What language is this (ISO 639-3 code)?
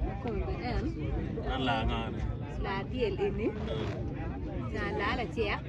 ach